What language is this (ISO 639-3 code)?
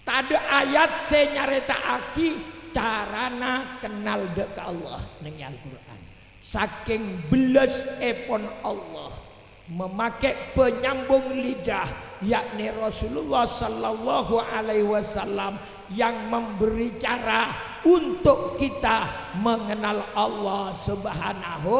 mad